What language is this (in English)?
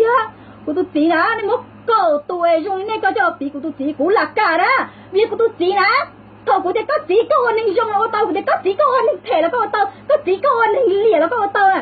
Hmong